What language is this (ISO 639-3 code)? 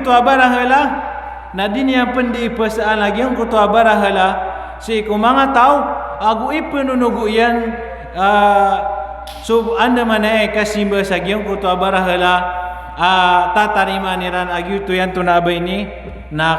mrw